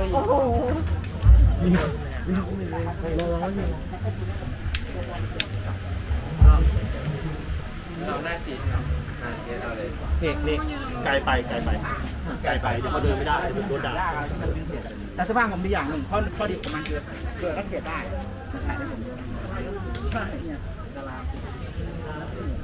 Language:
Thai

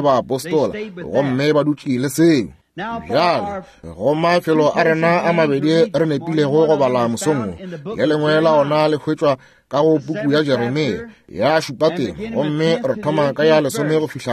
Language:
Northern Sotho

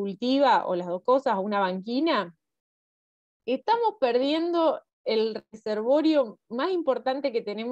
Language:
Spanish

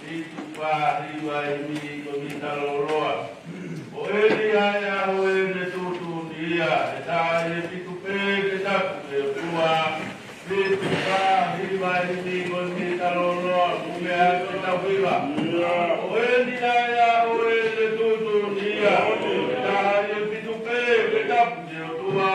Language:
Tongan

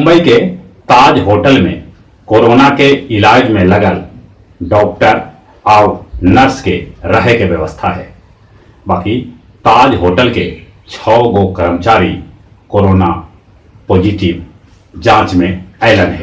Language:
Magahi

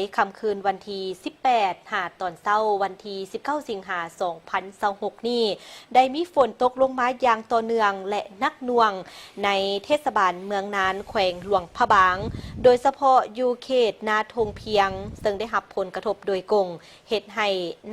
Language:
Lao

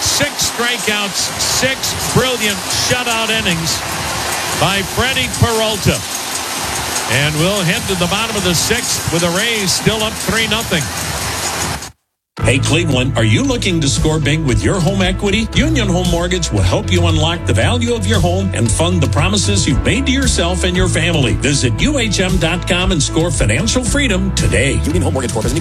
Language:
English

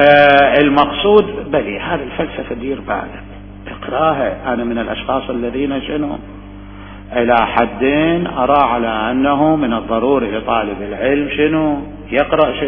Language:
Mesopotamian Arabic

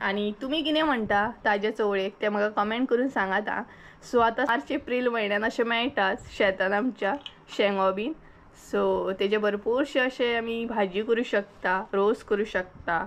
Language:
Konkani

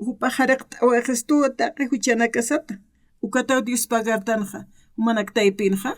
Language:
Aymara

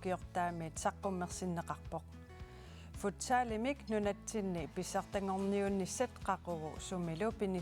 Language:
Kalaallisut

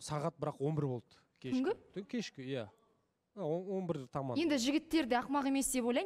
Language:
Kazakh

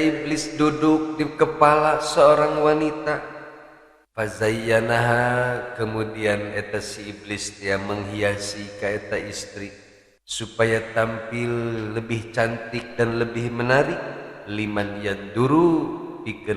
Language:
Sundanese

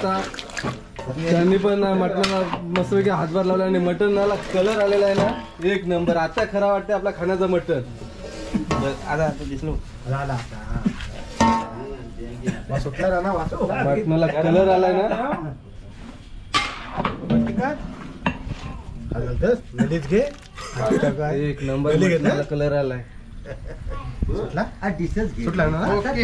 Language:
Marathi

